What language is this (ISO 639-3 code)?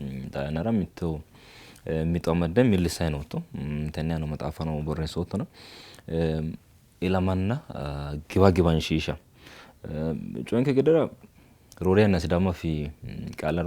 sid